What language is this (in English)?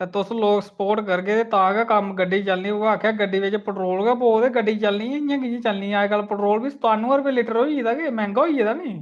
Dogri